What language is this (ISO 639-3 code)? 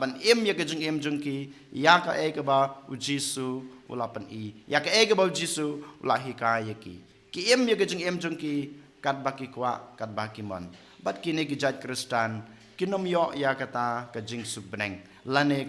kha